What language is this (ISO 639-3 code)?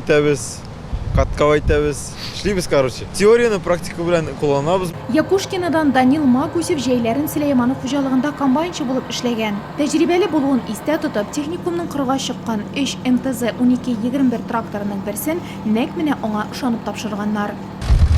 tat